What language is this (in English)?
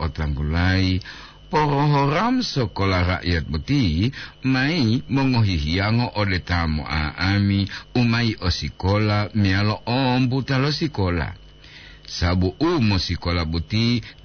Gorontalo